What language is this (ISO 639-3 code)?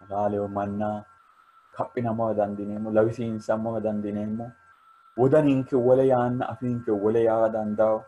sid